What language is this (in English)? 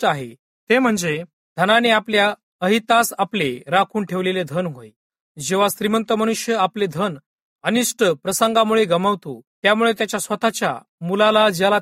Marathi